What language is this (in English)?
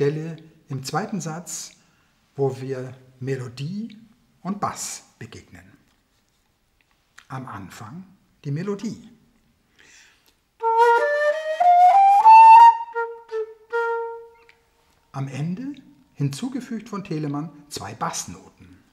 German